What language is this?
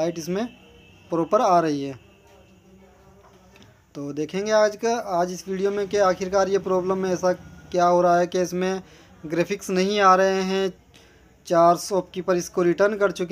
Hindi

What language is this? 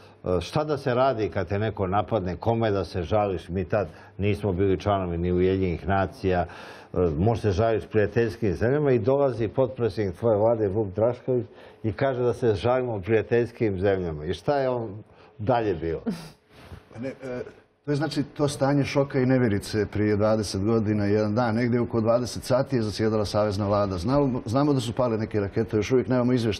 Serbian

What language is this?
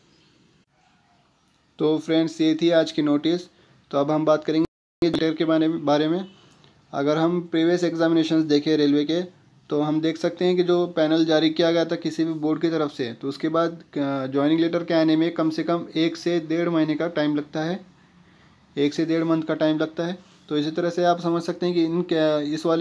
Hindi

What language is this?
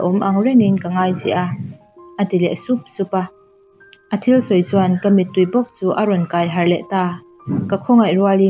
Mizo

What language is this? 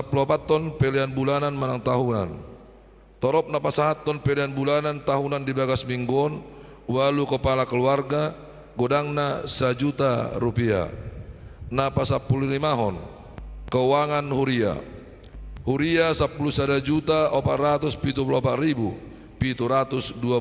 Batak Toba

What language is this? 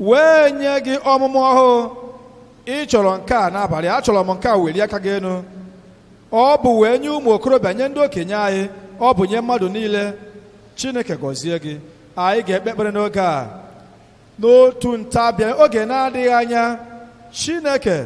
Igbo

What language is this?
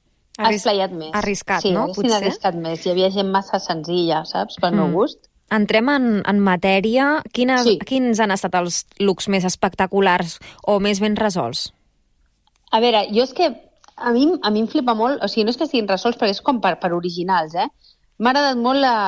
Catalan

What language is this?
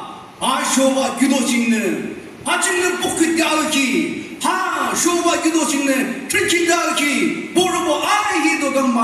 Naga Pidgin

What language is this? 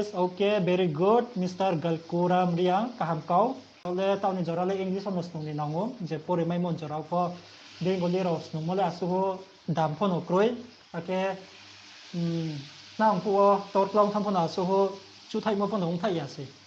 Riang (India)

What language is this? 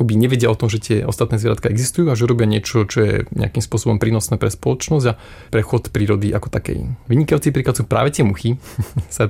Slovak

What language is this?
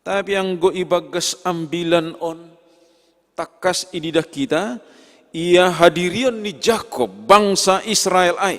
Batak Simalungun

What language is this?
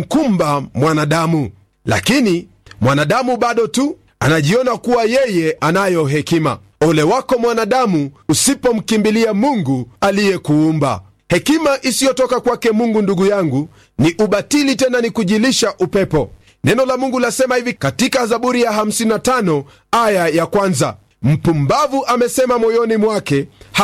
Swahili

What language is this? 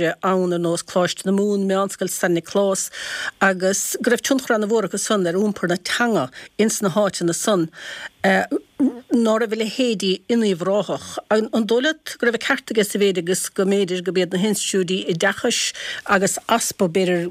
Irish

